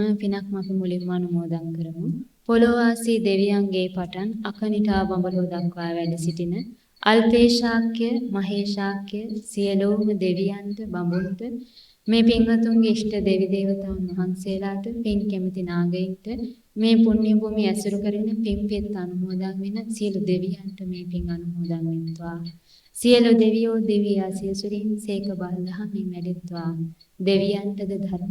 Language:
Sinhala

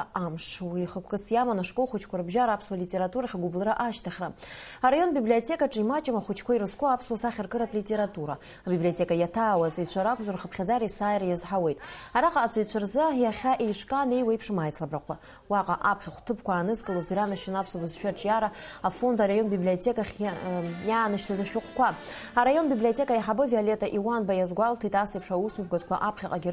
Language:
Abkhazian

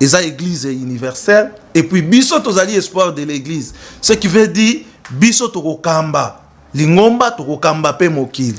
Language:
Lingala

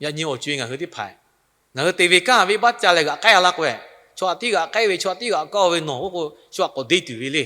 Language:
Lahu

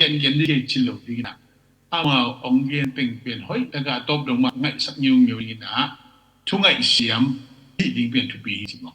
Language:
Tedim Chin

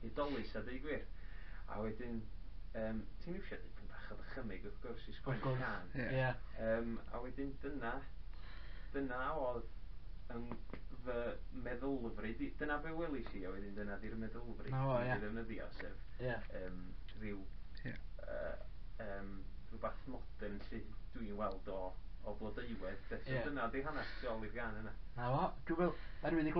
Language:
Welsh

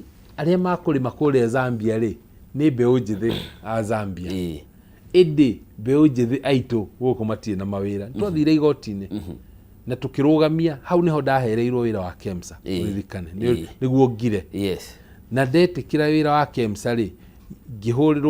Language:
Kikuyu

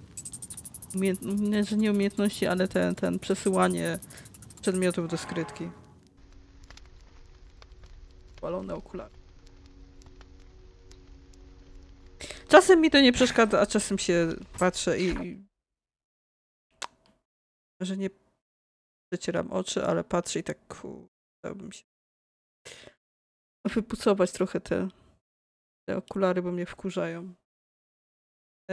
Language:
Polish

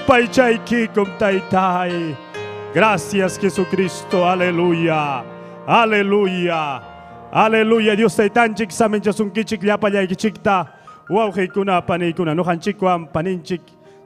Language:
Ayacucho Quechua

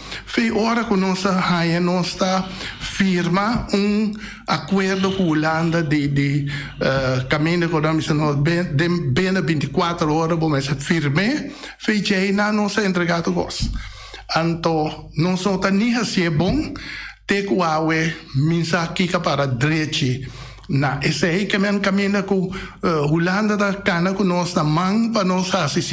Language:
Papiamento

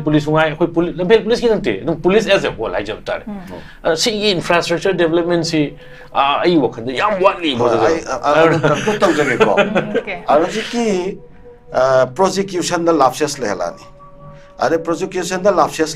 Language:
Manipuri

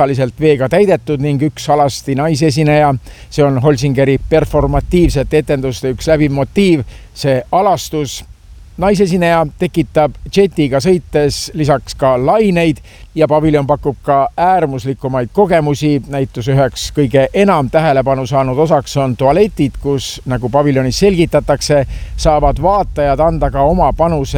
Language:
Estonian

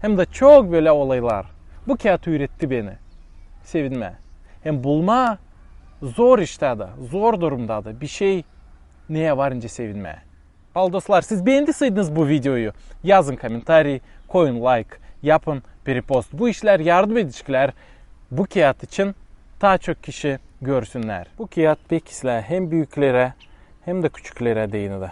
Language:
Gagauz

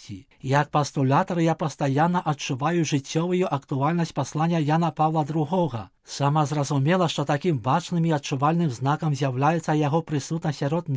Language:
Belarusian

